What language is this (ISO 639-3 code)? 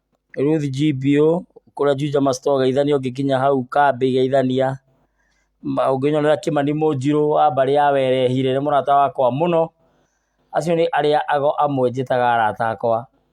kik